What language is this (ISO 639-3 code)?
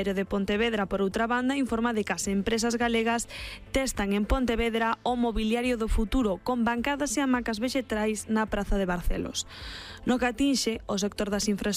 glg